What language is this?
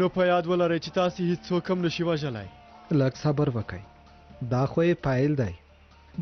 Pashto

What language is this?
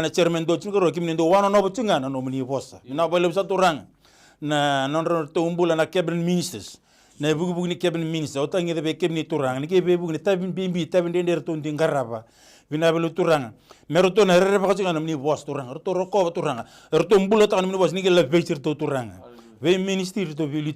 Fijian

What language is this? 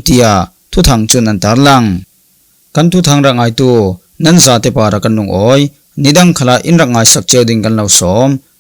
Falam Chin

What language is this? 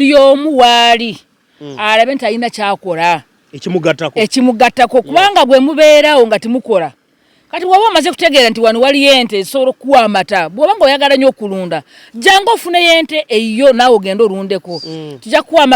Ganda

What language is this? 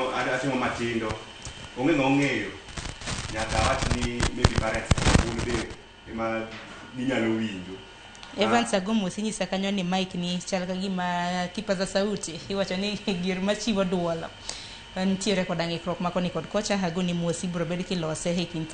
Luo (Kenya and Tanzania)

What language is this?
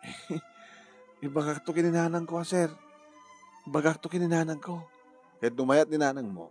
Iloko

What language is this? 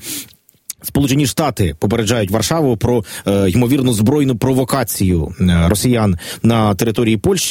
Ukrainian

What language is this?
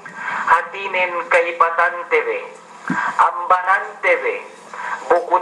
Yakan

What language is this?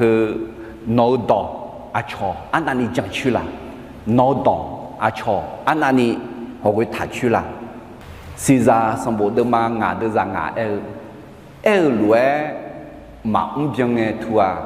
Akha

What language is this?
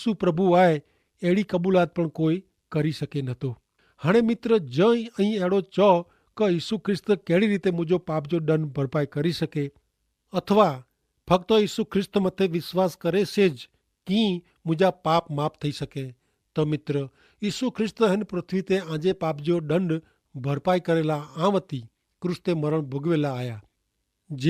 Kachhi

